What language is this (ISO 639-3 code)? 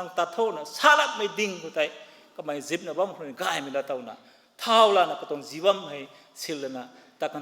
nbu